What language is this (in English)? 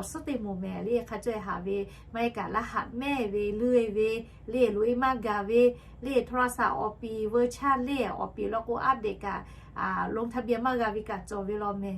Lahu